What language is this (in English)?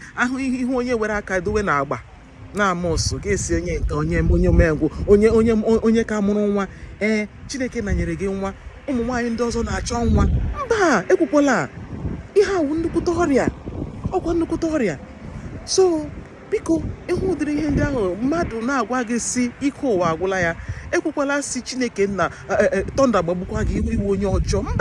Igbo